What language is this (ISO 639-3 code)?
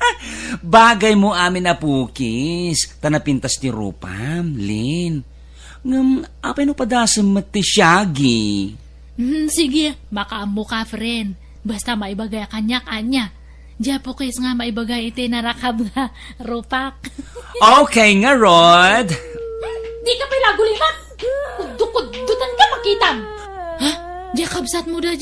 ilo